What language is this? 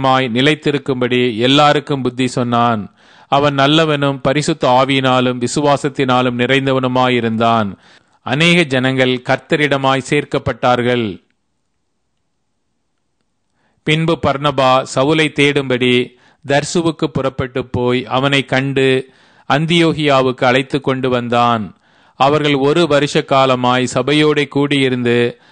Tamil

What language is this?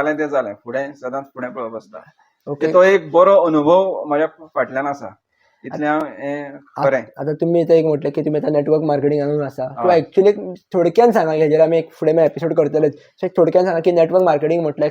Konkani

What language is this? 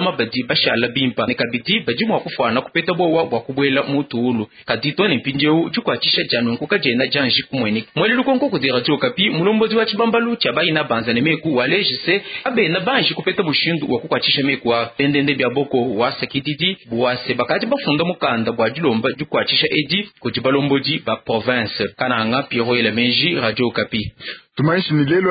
Luba-Lulua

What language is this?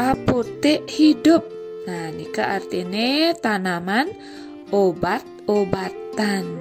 Balinese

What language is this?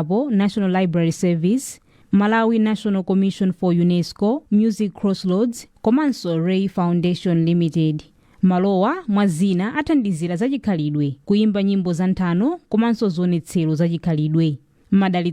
Nyanja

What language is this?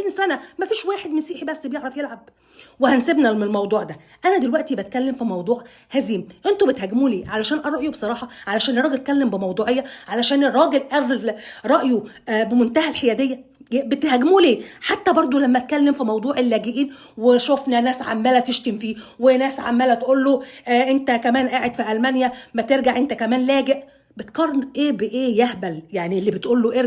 Egyptian Arabic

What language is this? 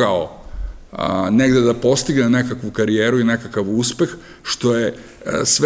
Serbian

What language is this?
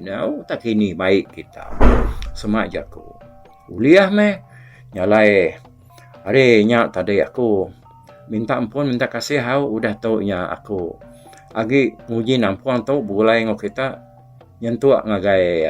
Iban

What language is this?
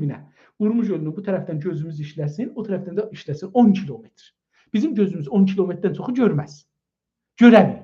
South Azerbaijani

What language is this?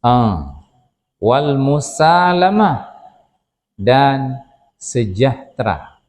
Achinese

